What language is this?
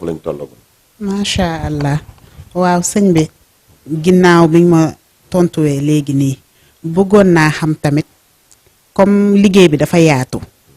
Wolof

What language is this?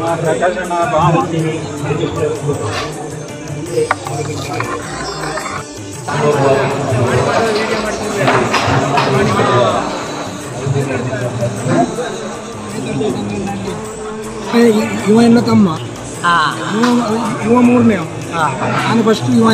Kannada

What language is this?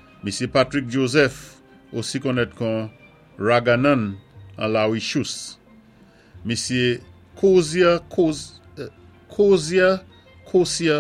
Saint Lucian Creole French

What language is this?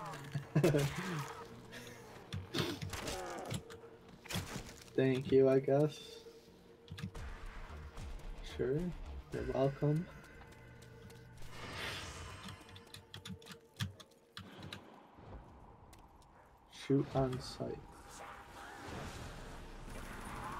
English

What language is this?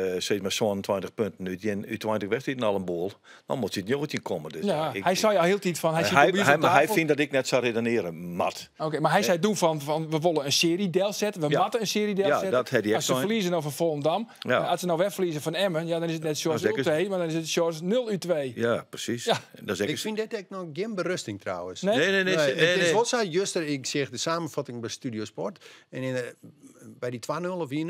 Western Frisian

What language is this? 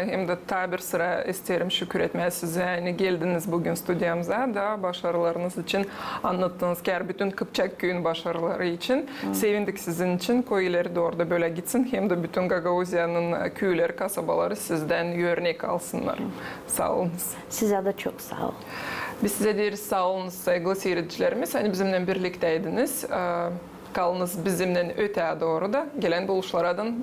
Gagauz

